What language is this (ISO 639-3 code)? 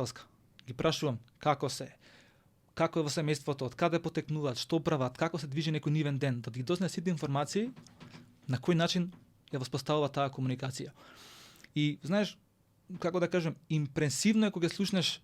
mkd